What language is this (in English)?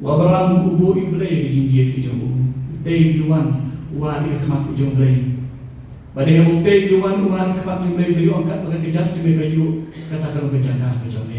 Khasi